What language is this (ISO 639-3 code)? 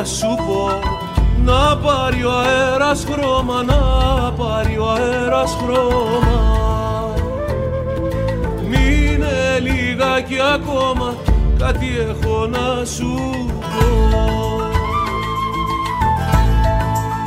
ell